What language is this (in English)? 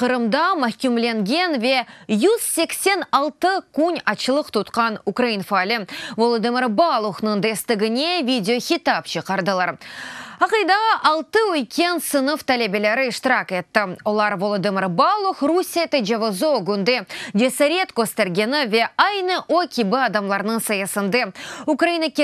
Crimean Tatar